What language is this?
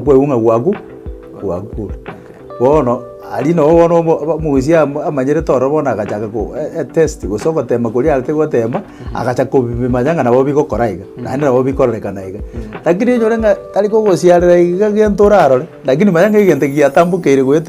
Gusii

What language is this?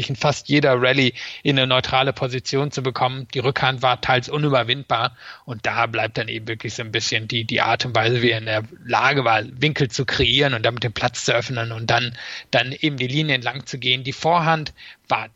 German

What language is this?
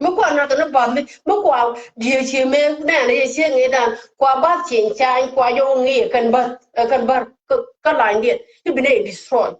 Nuer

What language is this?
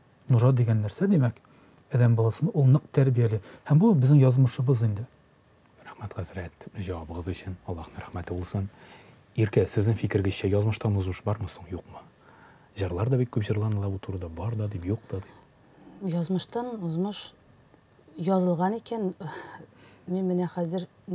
Tatar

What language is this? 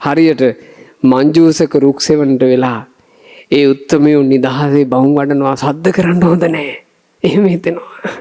Sinhala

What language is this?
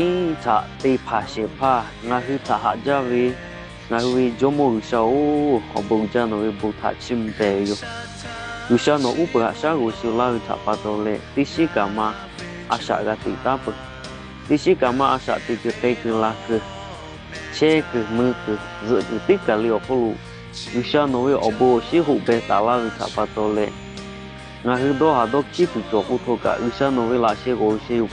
Lahu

